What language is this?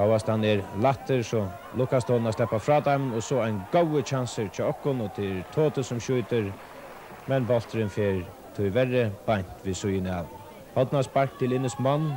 Faroese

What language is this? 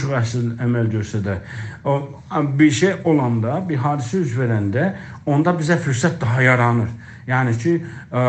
South Azerbaijani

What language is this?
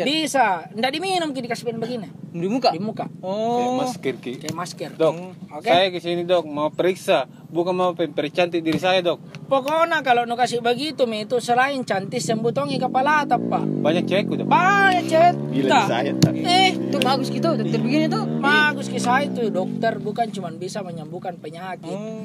Makassar Malay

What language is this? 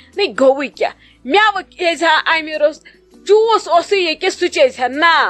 Kashmiri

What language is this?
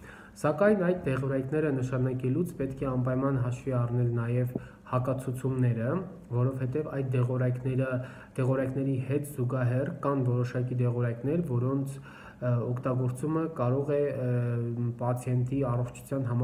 Armenian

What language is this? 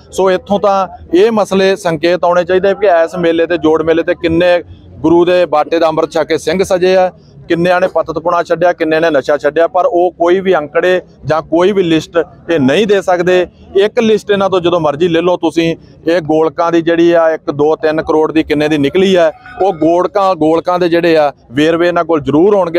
Punjabi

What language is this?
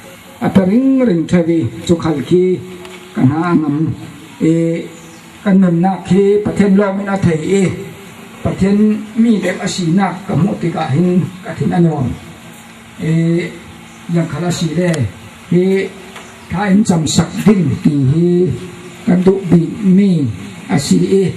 Falam Chin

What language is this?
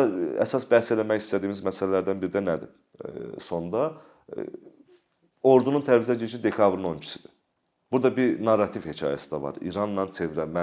Azerbaijani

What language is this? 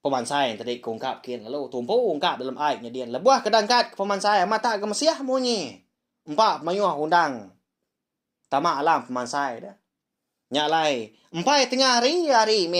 Iban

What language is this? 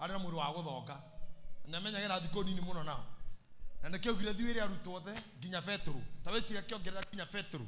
Kikuyu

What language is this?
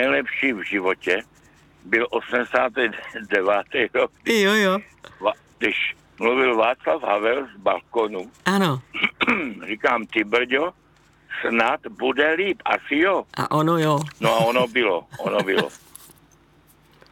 Czech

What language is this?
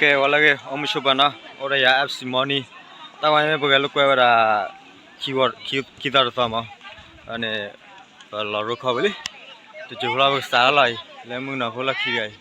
S'gaw Karen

